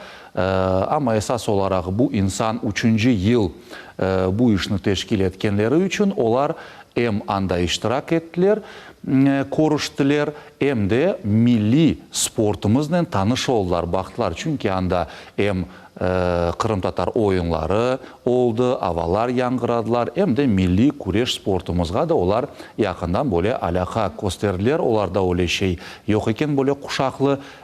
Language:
Crimean Tatar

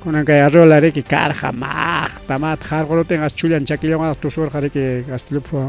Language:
Ayacucho Quechua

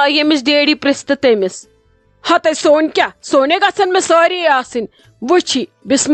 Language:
Kashmiri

